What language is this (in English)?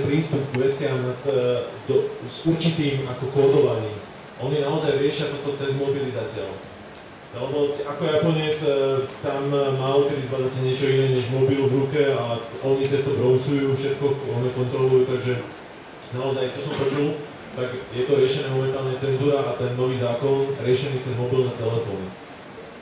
Slovak